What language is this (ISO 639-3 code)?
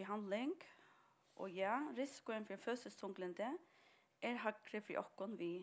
fao